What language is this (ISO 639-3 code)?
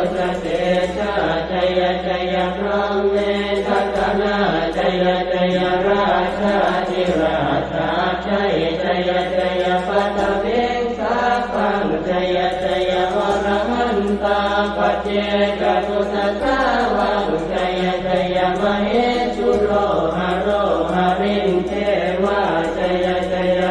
pli